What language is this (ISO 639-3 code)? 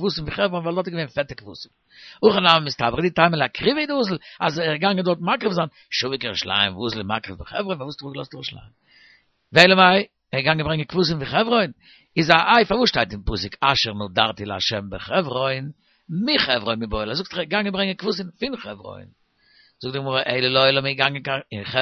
yid